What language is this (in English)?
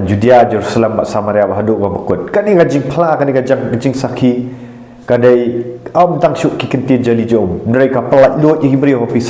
Khasi